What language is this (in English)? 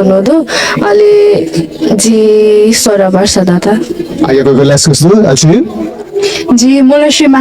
Newari